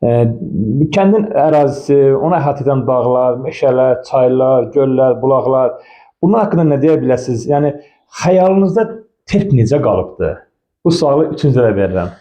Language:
Azerbaijani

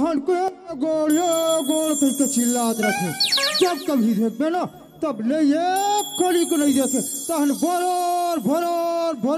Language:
Chhattisgarhi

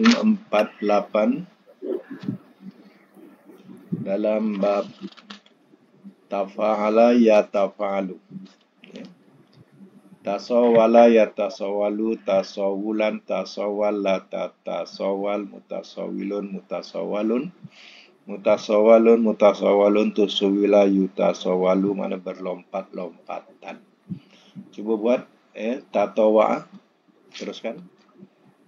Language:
Malay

